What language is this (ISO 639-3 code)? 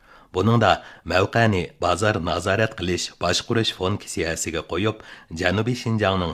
uig